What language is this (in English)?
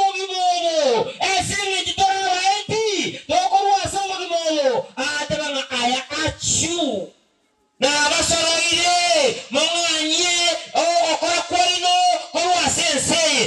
Gusii